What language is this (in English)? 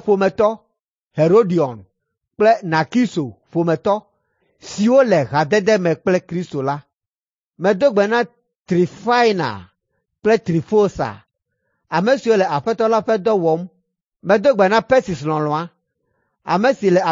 Ewe